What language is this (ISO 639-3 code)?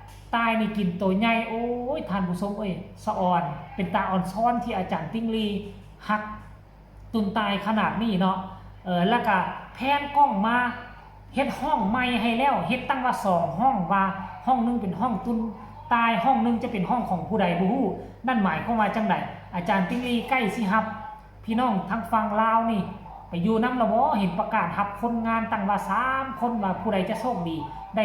tts